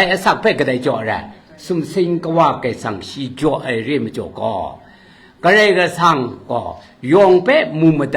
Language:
Kachin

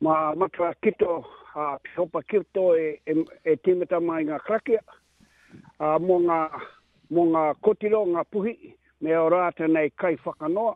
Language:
Māori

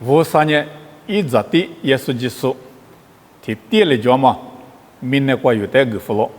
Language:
Lisu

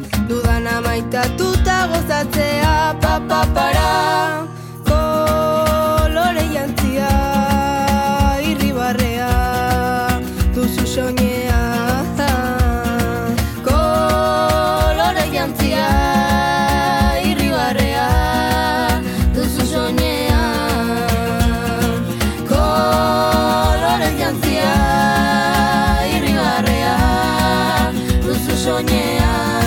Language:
Basque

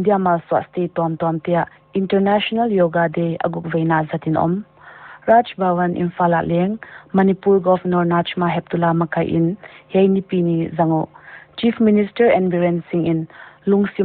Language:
Paite Chin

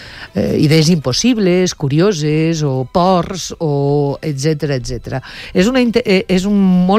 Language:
Catalan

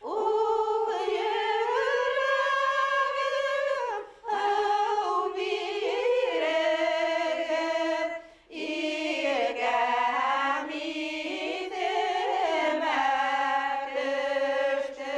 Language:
Bashkir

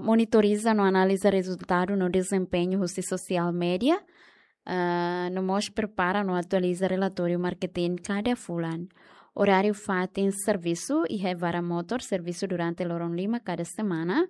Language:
Tetum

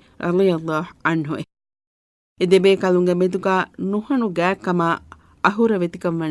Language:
Divehi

